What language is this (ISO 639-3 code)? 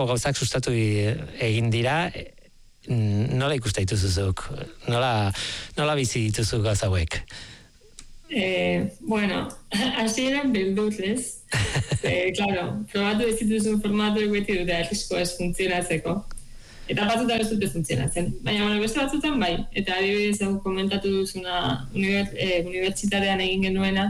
eus